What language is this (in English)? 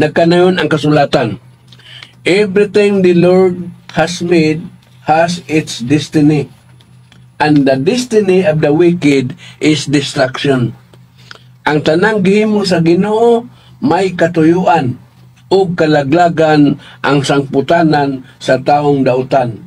Cebuano